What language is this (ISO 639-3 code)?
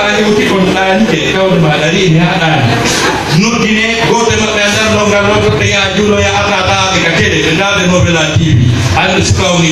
fuf